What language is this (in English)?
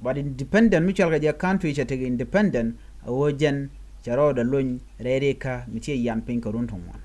Nuer